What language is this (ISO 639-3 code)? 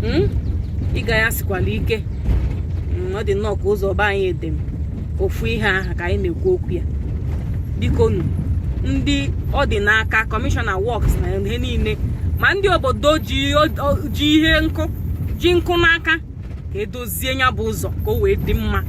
ibo